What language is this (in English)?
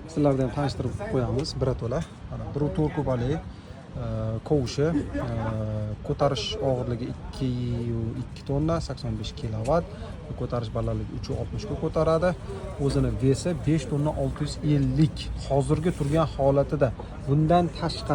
Uzbek